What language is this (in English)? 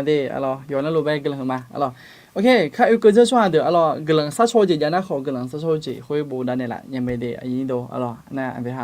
Akha